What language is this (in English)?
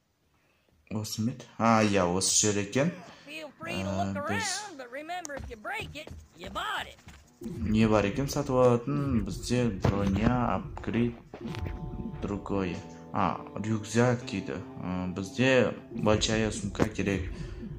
Kazakh